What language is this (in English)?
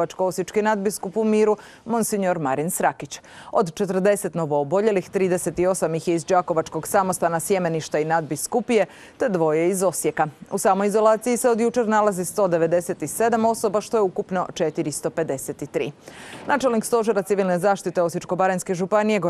Croatian